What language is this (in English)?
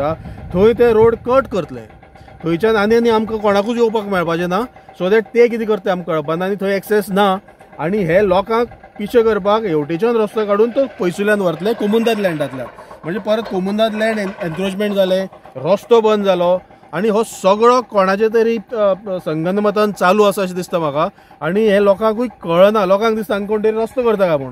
Konkani